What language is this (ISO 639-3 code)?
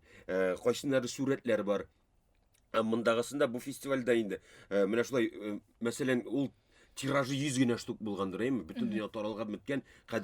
tat